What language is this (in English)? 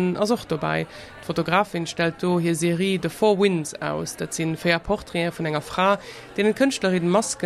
Luxembourgish